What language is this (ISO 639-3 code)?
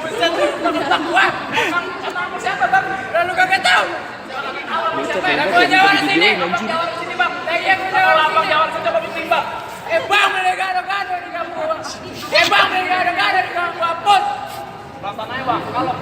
bew